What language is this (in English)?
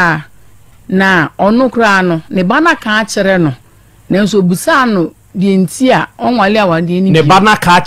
Akan